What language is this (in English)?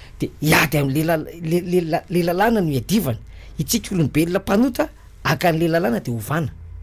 Malagasy